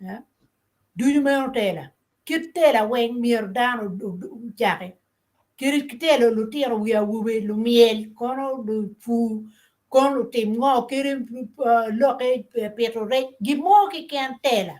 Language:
Acoli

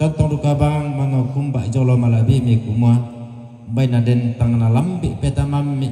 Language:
Toraja-Sa'dan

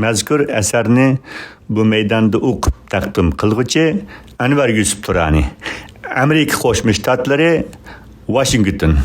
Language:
Uyghur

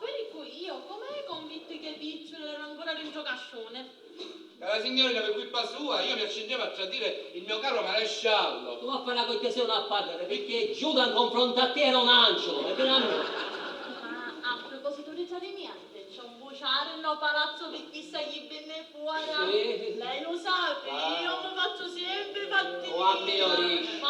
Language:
Sicilian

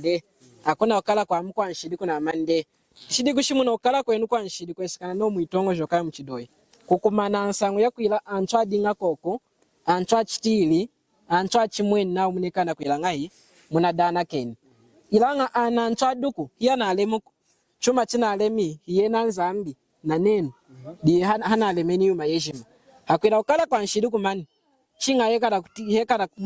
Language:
Lunda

